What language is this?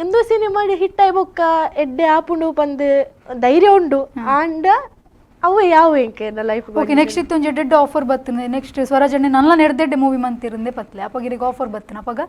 Tulu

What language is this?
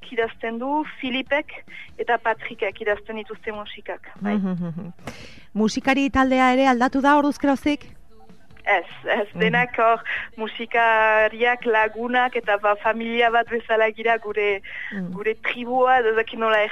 Basque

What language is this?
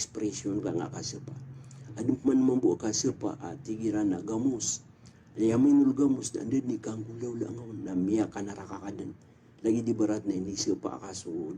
Maranao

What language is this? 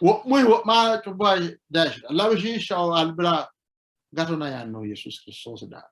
Sidamo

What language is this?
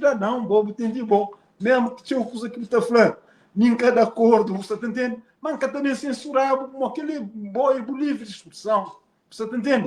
Kabuverdianu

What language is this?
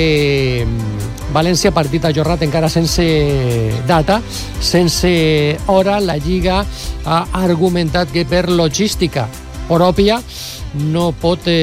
Catalan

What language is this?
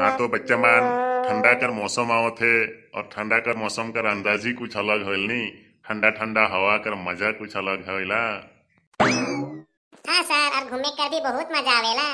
Sadri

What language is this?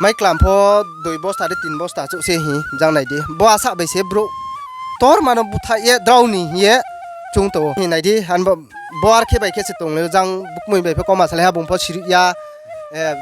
Riang (India)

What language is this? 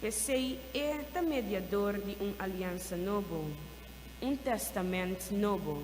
Papiamento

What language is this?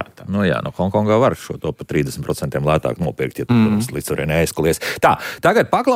Latvian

